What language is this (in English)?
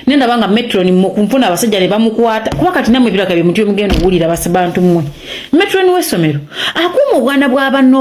Ganda